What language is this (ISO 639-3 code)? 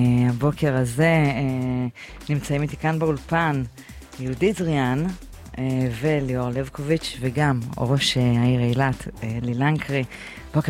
heb